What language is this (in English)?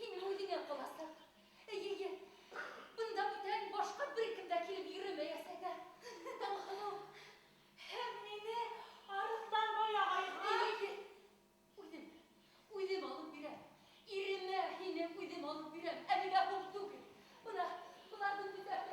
Bashkir